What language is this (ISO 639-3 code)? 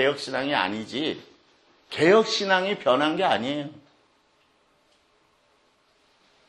kor